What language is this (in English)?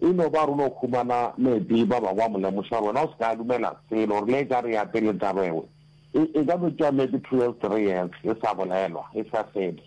Northern Sotho